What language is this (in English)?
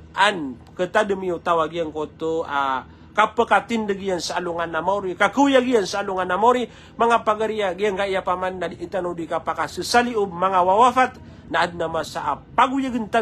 Maranao